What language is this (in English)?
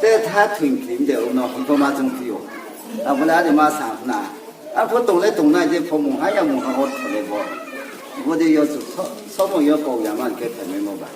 Riang (India)